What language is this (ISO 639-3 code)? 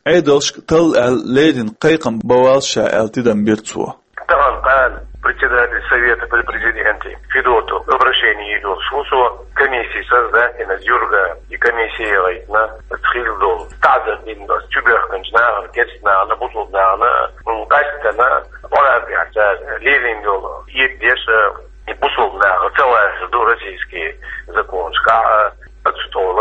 che